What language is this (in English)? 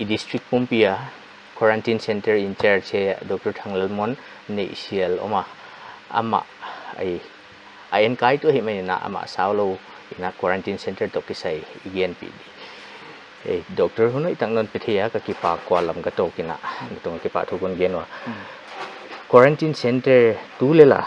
Paite Chin